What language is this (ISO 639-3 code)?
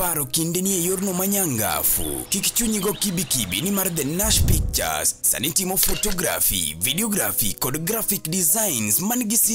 luo